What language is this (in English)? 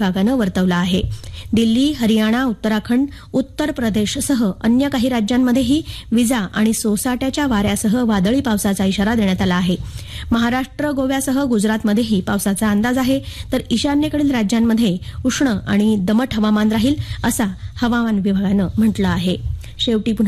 Marathi